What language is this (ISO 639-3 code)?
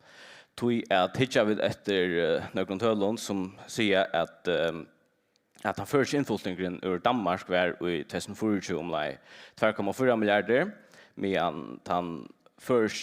fao